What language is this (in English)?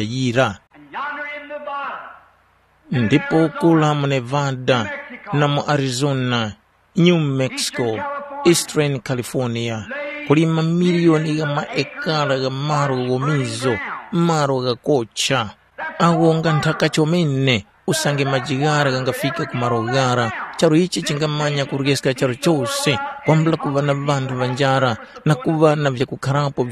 Tumbuka